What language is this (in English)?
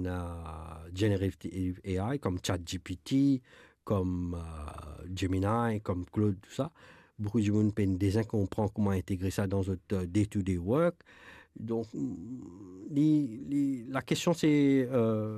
Morisyen